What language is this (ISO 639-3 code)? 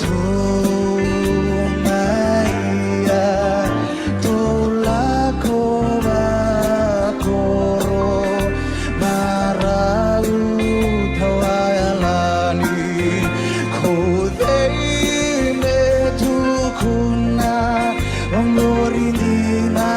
fij